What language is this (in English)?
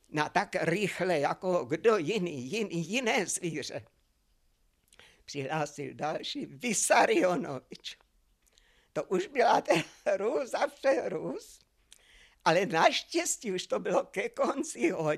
Czech